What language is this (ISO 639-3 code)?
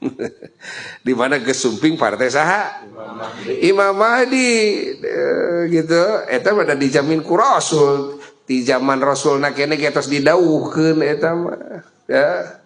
sun